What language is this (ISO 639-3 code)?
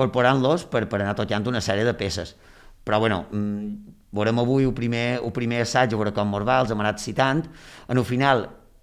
cat